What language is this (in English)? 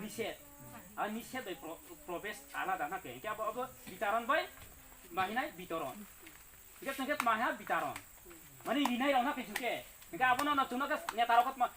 Kok Borok